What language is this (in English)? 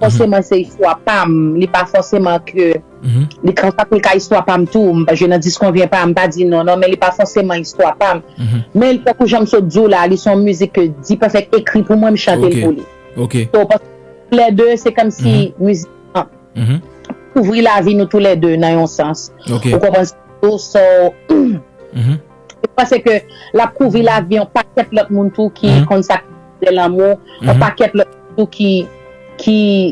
Haitian Creole